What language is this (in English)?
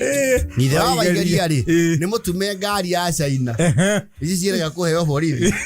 Kikuyu